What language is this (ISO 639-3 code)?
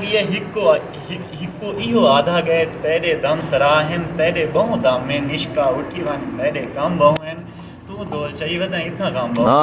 skr